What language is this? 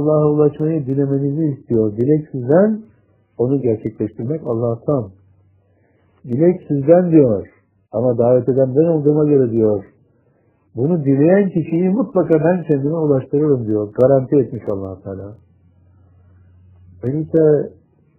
Turkish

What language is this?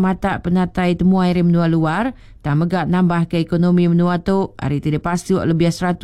Iban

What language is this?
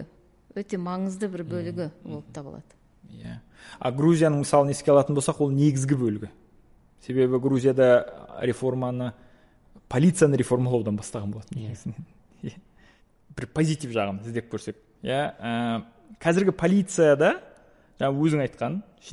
Kazakh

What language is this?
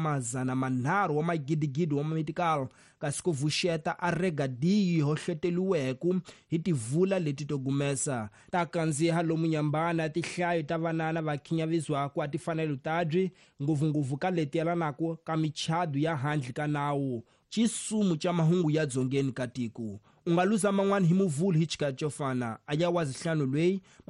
Tsonga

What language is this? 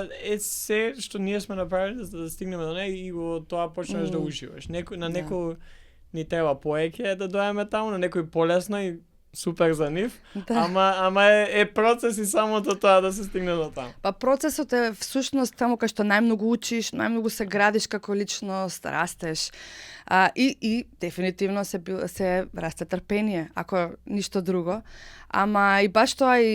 Macedonian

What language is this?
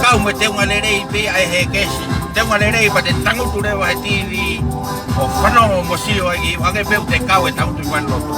Tongan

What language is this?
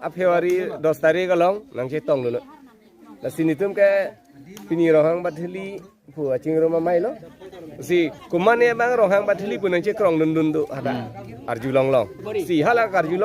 Karbi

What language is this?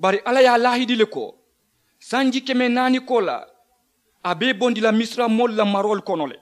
Mandingo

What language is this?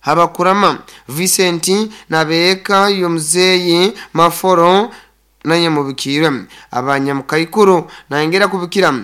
Nyoro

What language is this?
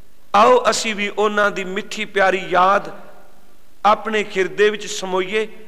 Punjabi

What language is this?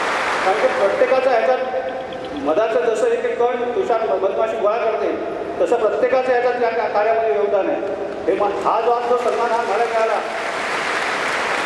Marathi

